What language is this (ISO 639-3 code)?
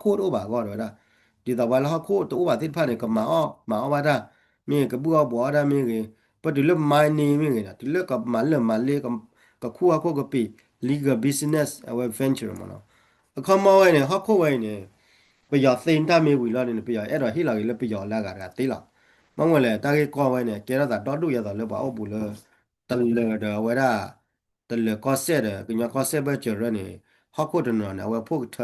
ksw